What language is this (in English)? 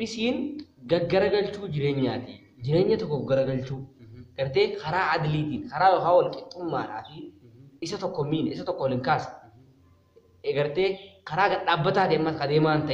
Oromo